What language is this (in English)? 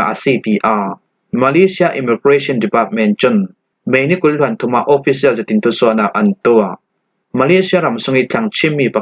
Falam Chin